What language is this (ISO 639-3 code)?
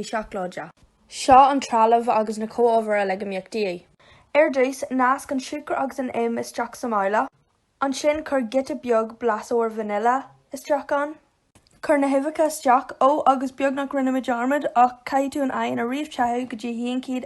gle